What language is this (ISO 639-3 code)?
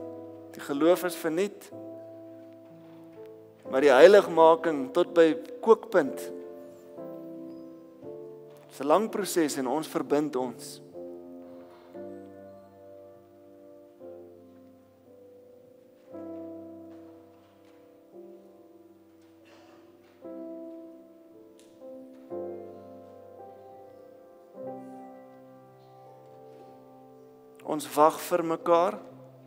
afr